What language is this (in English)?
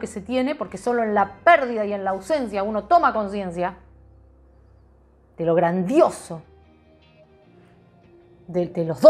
Spanish